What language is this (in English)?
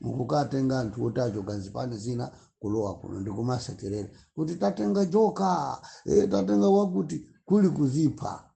Nyanja